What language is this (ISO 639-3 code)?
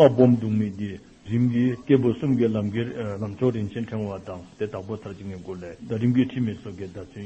dzo